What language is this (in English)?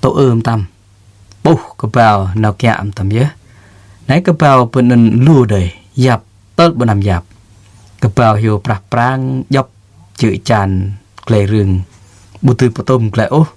Jarai